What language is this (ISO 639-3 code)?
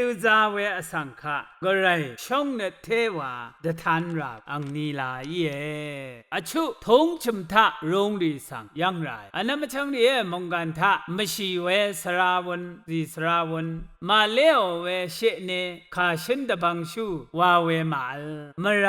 raw